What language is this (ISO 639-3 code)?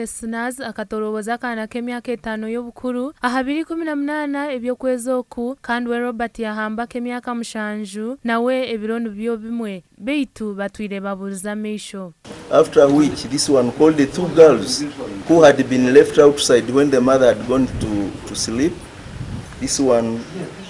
nyn